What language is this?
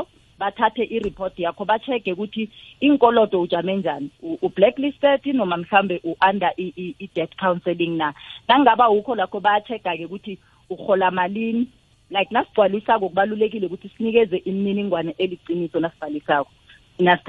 South Ndebele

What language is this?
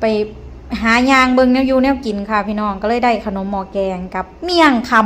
Northeastern Thai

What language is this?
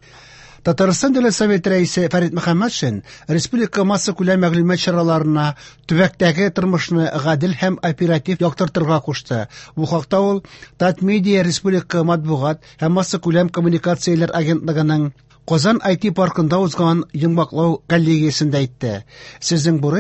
Tatar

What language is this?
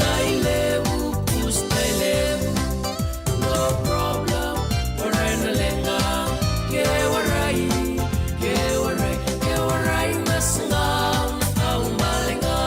Fijian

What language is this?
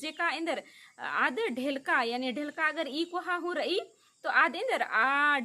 Kurukh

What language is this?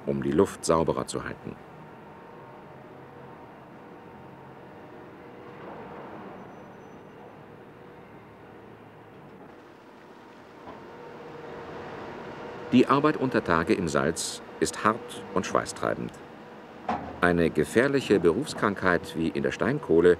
German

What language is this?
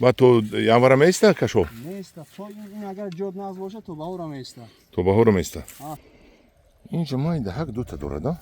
Tajik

